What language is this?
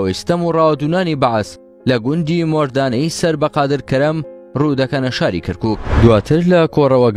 Central Kurdish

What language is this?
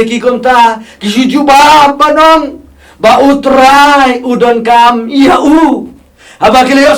Khasi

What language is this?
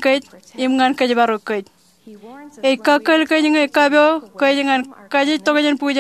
Marshallese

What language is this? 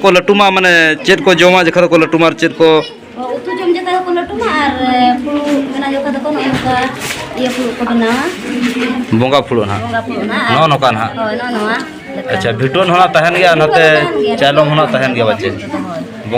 Santali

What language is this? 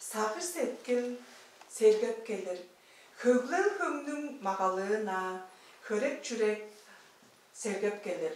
Tuvinian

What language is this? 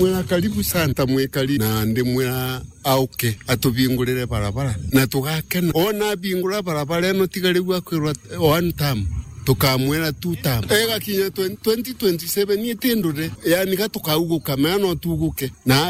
Meru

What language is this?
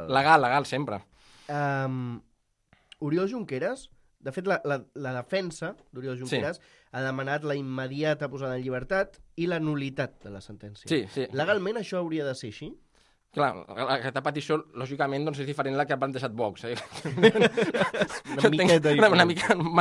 Catalan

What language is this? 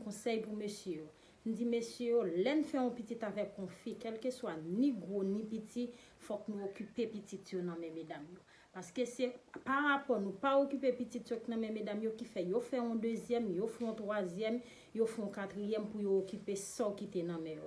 Haitian Creole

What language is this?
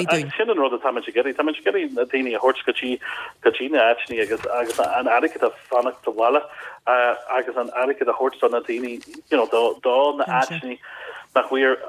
Irish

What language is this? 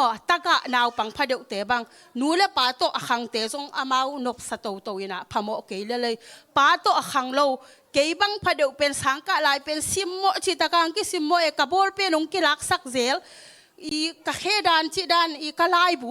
Tedim Chin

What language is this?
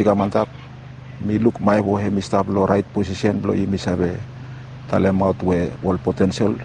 Bislama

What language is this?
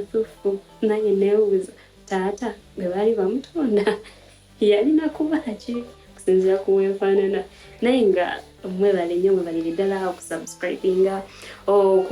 Ganda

